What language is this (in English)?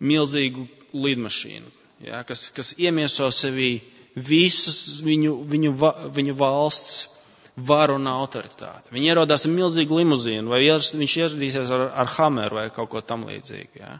Latvian